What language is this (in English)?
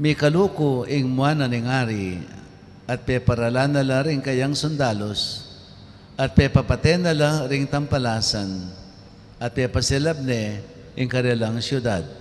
Pampanga